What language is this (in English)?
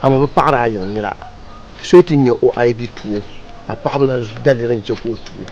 Dagbani